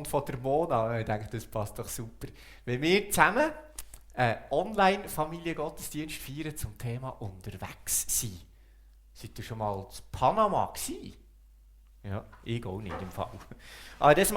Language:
Swiss German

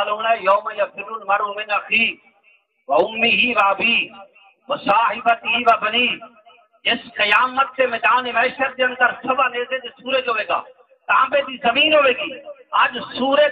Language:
Saraiki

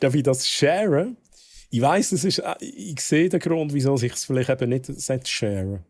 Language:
Swiss German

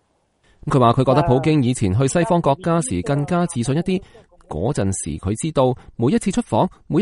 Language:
Cantonese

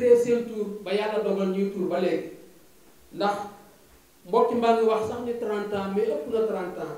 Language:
Wolof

